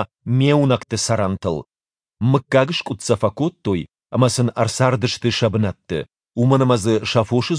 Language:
Ossetic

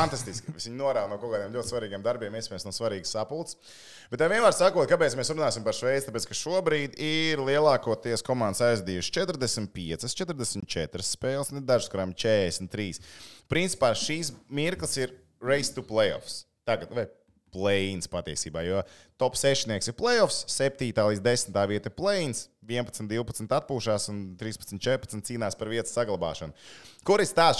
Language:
Latvian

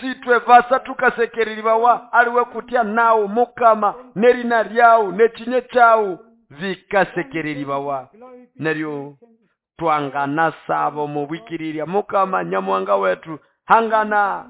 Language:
Nande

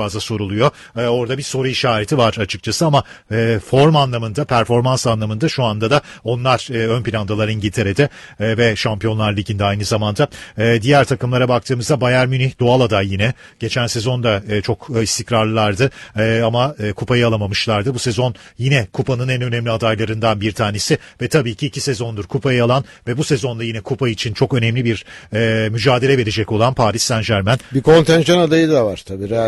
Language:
Turkish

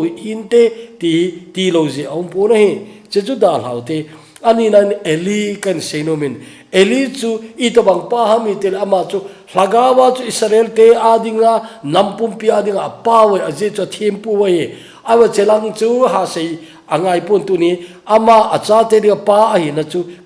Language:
Thado Chin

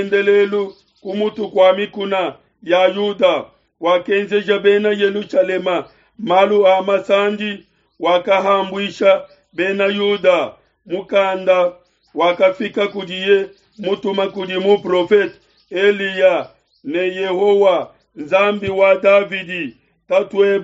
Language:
Luba-Lulua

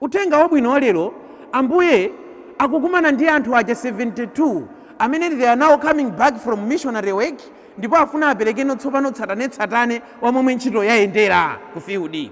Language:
Nyanja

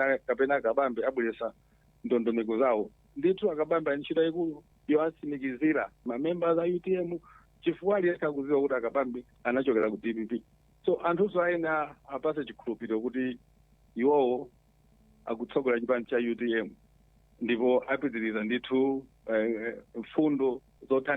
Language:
Nyanja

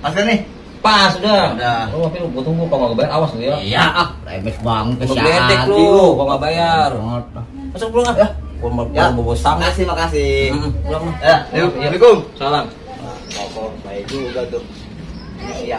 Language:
Betawi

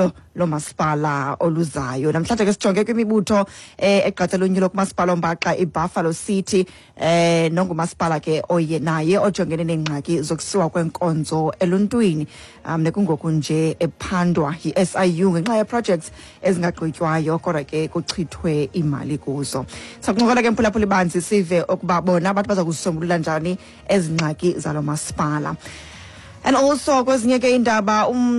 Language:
Xhosa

